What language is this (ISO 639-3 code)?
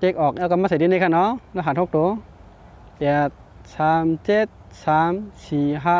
shn